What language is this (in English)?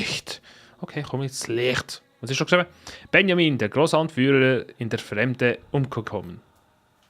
Swiss German